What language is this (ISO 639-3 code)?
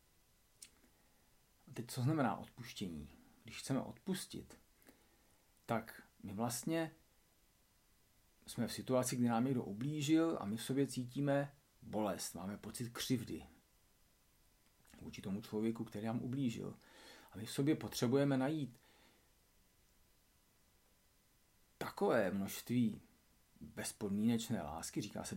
ces